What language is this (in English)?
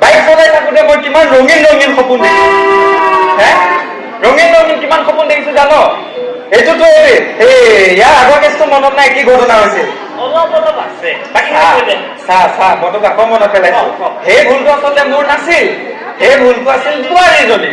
Assamese